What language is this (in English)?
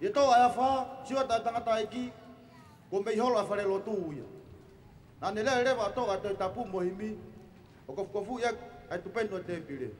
Tongan